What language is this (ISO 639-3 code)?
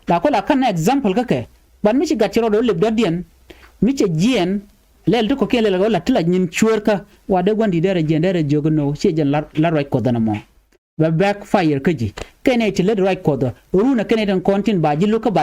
nus